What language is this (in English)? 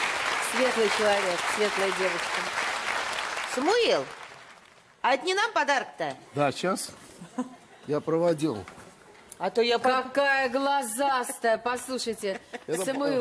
Russian